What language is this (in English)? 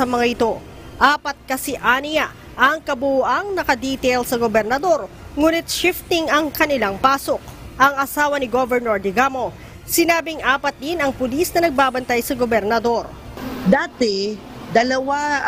Filipino